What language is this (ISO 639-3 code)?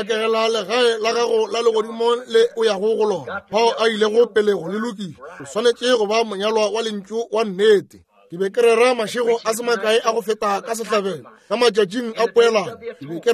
nso